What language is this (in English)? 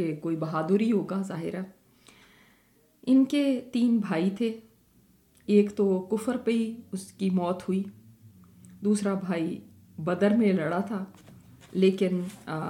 Urdu